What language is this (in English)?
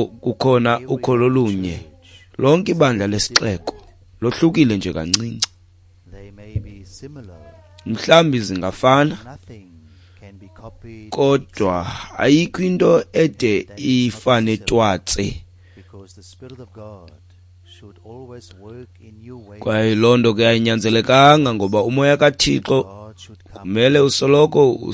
Xhosa